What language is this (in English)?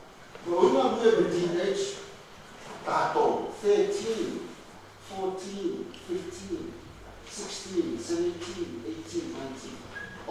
Tongan